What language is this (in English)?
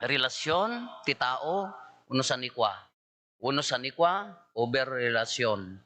Iloko